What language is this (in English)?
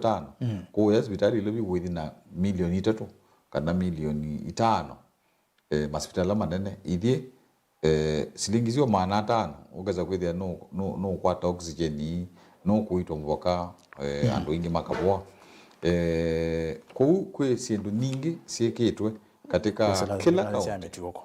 Kamba